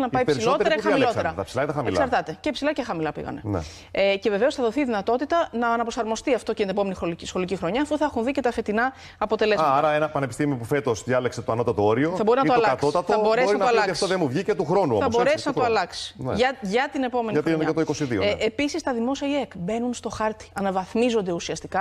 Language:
Greek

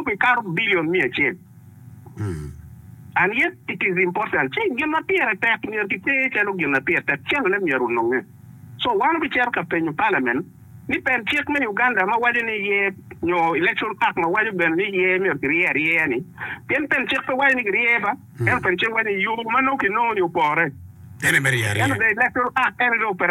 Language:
Acoli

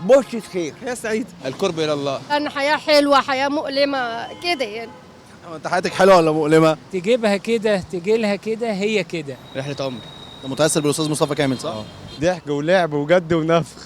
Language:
Egyptian Arabic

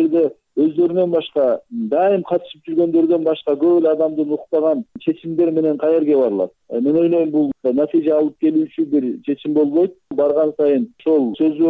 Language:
Kyrgyz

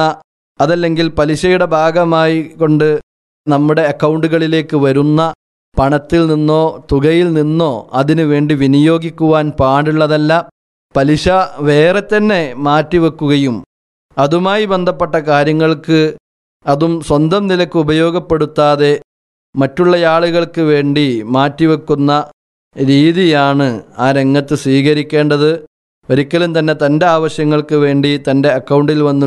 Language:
Malayalam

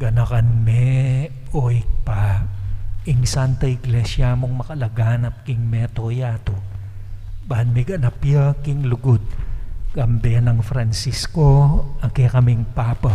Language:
Pampanga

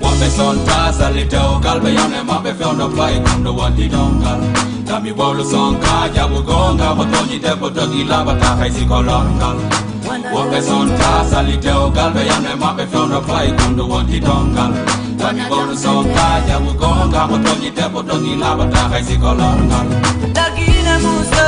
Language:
Fula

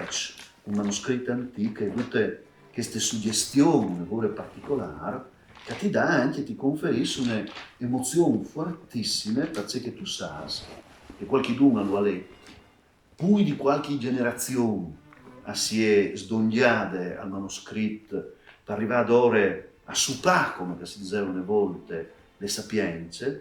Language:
Friulian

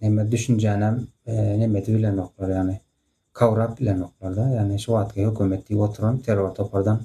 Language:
Turkmen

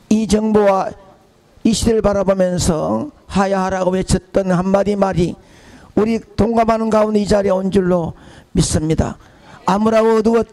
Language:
Korean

